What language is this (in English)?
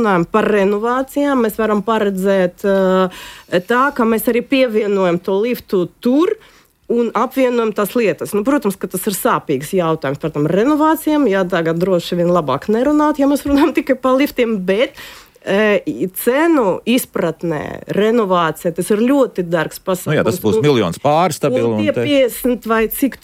Latvian